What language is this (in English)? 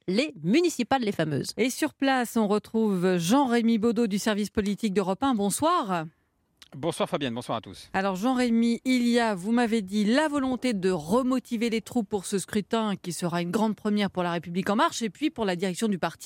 French